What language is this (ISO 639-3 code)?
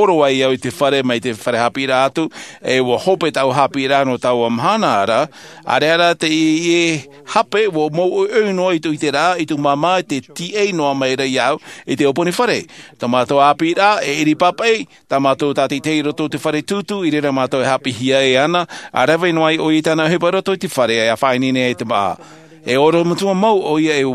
tah